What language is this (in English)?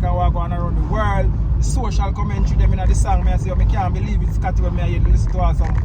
Jamaican Creole English